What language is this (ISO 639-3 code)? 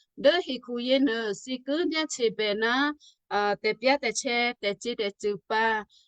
kyu